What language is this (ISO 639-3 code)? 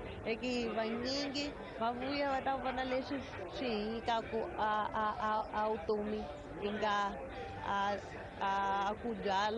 tso